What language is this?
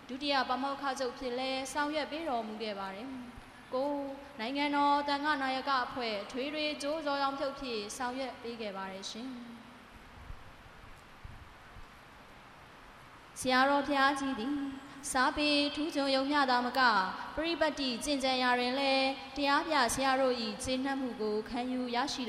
Burmese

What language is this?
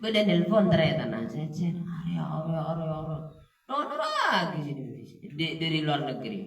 Madurese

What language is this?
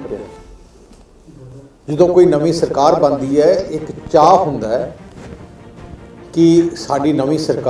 Punjabi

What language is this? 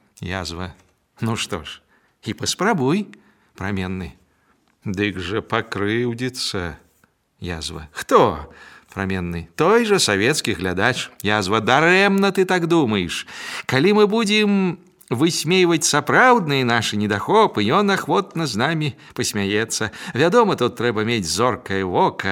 Belarusian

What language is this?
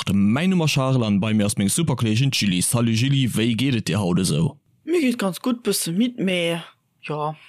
Luxembourgish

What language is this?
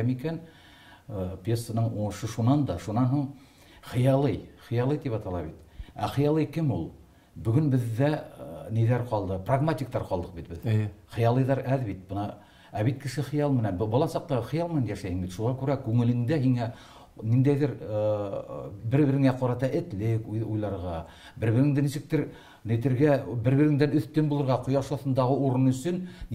Bashkir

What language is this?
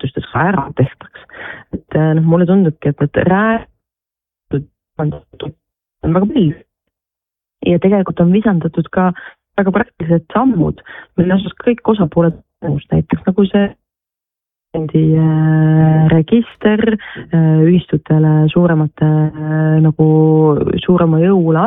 Estonian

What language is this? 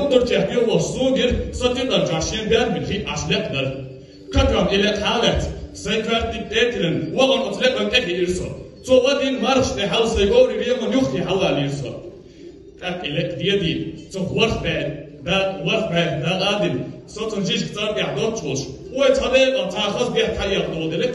Chechen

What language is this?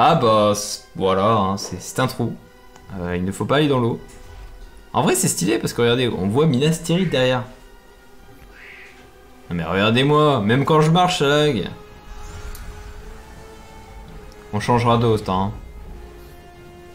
French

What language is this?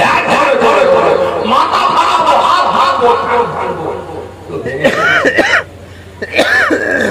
Bangla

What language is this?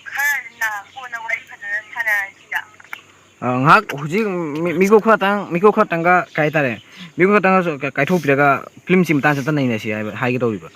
Manipuri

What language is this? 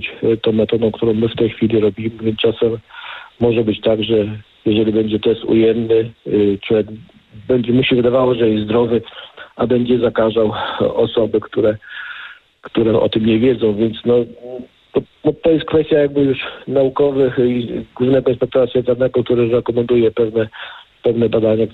Polish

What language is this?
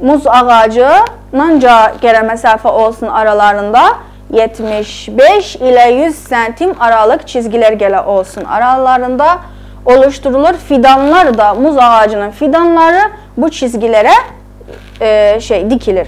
South Azerbaijani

